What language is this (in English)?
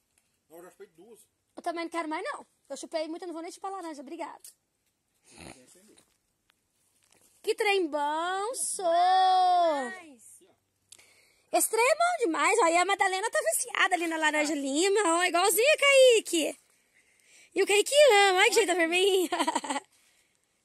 Portuguese